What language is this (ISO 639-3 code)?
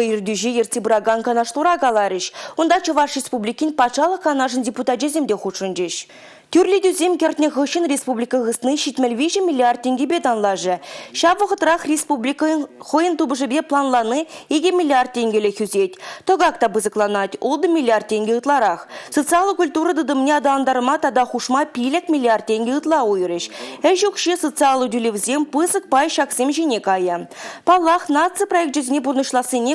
chv